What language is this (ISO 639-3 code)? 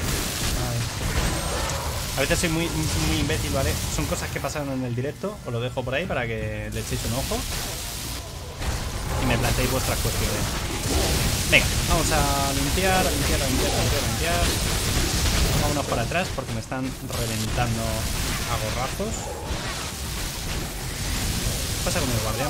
spa